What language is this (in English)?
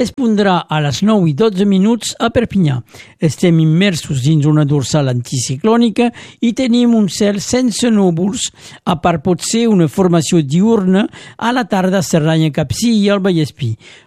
Catalan